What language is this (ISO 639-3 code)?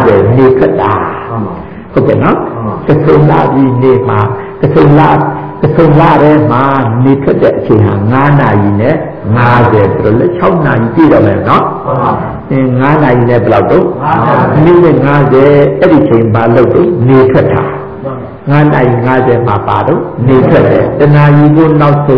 mya